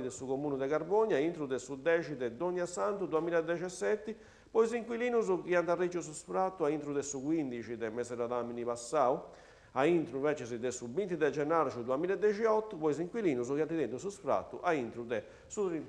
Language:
Sardinian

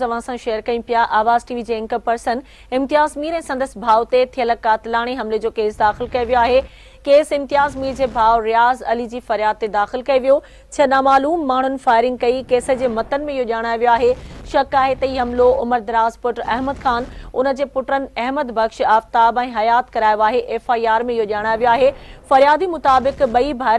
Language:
Sindhi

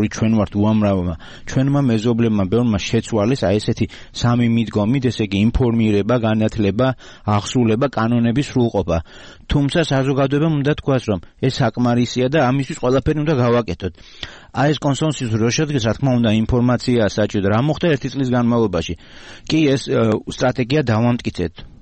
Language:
Georgian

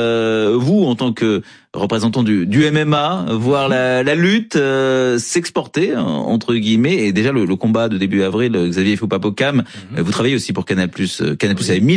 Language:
French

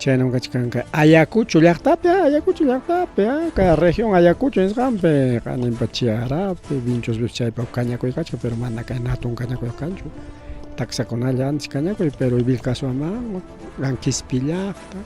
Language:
Ayacucho Quechua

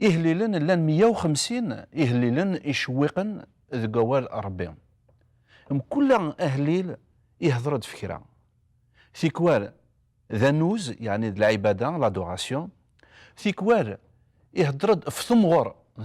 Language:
Kabyle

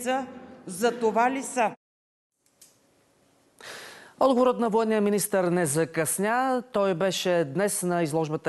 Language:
Bulgarian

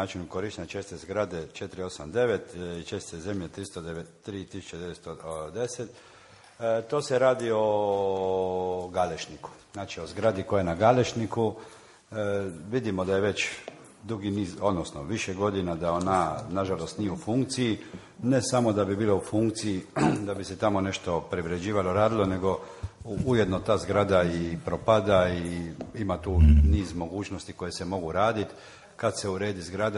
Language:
Croatian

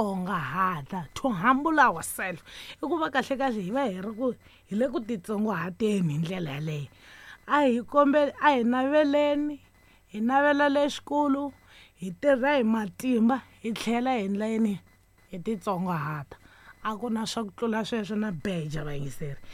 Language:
Tsonga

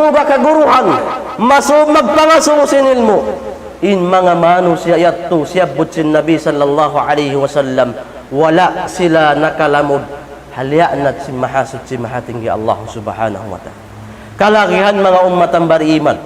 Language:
Tausug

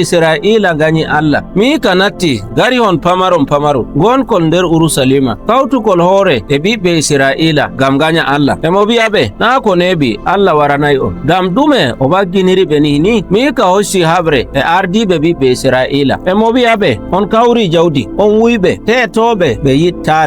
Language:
Nigerian Fulfulde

